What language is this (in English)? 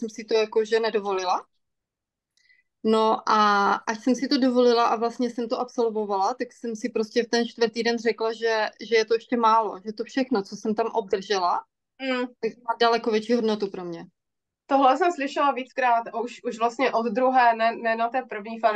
Czech